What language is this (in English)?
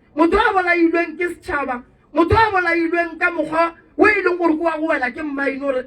Northern Sotho